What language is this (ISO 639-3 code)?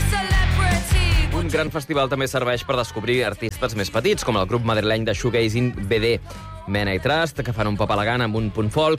cat